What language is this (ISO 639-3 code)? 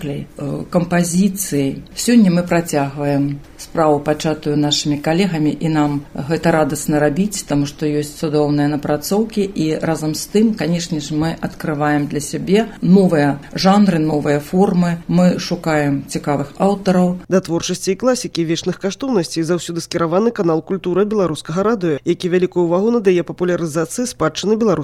bel